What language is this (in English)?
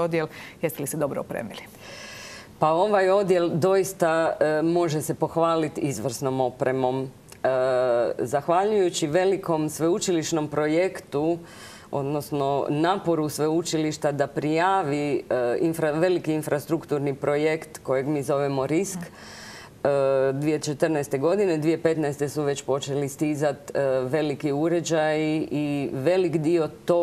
Croatian